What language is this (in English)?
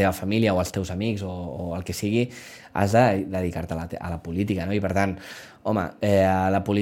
Catalan